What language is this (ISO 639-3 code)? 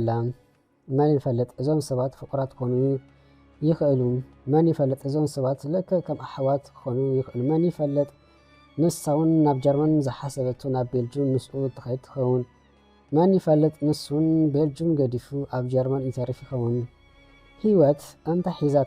tir